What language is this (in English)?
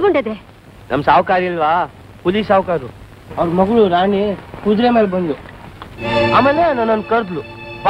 Kannada